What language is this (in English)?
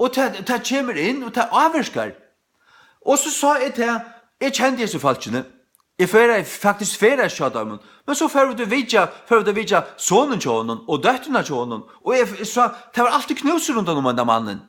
Faroese